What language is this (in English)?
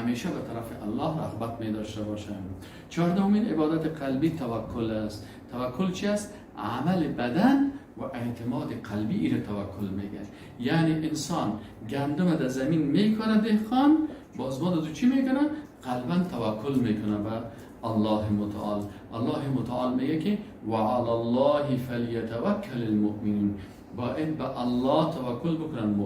Persian